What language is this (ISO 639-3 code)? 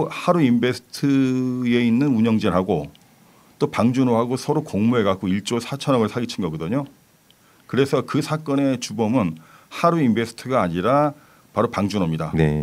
kor